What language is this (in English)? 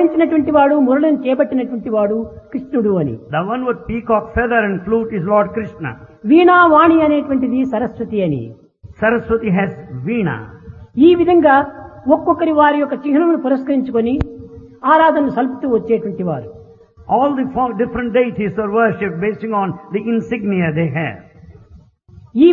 Telugu